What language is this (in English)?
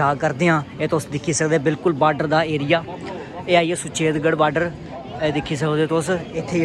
Dogri